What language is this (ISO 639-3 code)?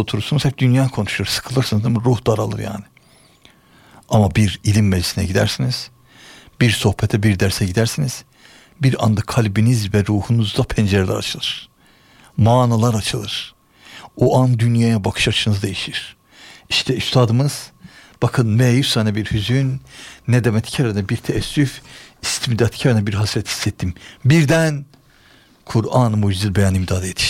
tur